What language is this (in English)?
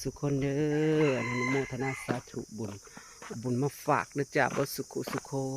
Northeastern Thai